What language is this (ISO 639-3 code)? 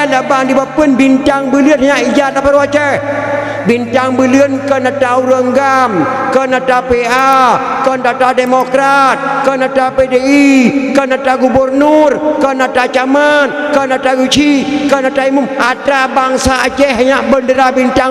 ace